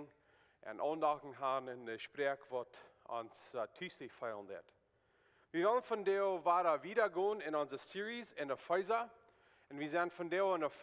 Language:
Plautdietsch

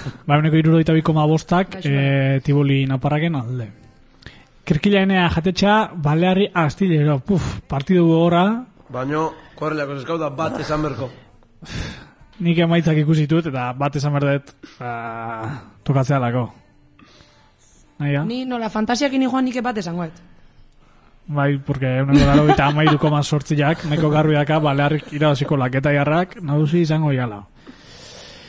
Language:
Basque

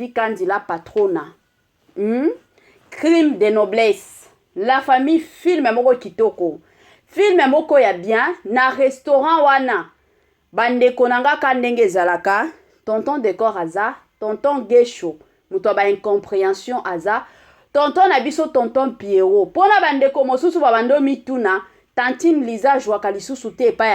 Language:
Lingala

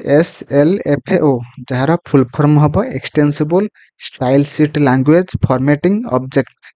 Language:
Odia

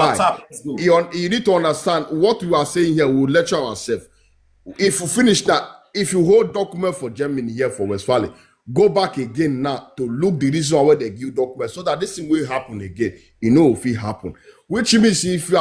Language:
Nigerian Pidgin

